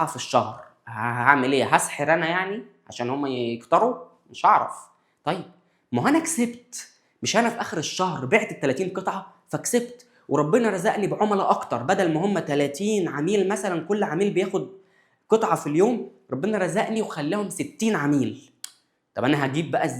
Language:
Egyptian Arabic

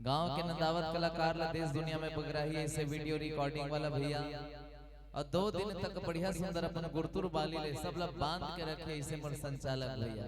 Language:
Chhattisgarhi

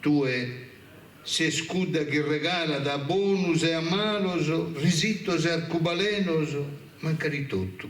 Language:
Sardinian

